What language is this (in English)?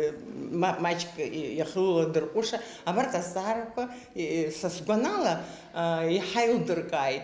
Abkhazian